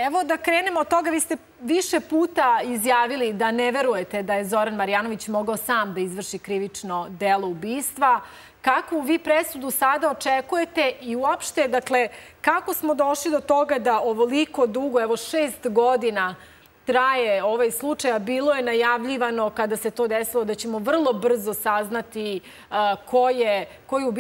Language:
Serbian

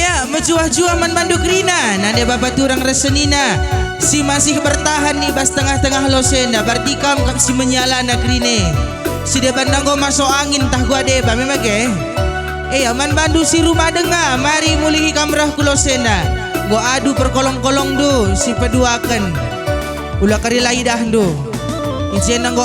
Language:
Batak Karo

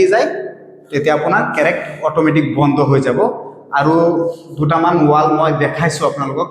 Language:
Assamese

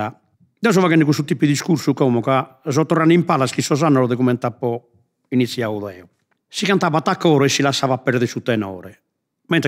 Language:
Sardinian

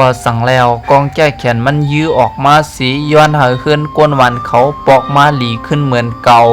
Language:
Shan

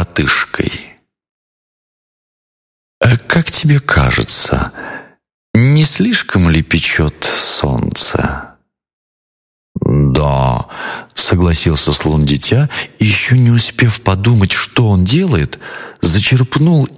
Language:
Russian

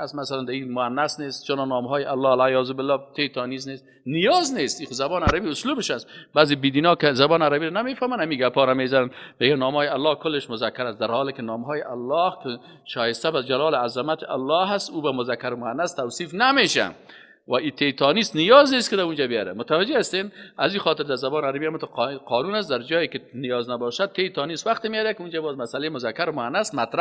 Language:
Persian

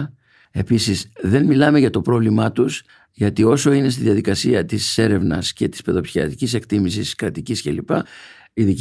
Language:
Greek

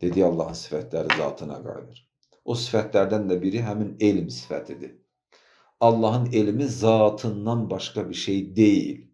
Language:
Azerbaijani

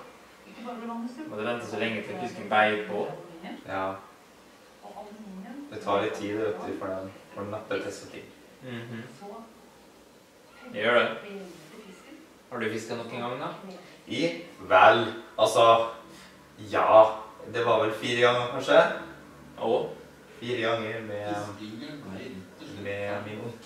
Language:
Norwegian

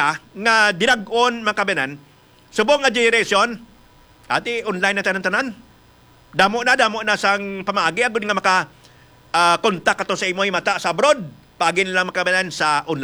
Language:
Hiligaynon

